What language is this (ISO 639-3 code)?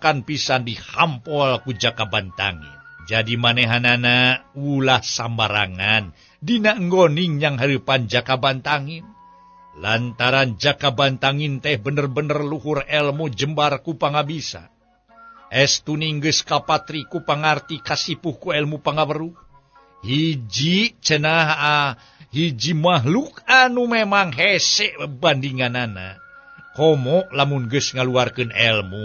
sun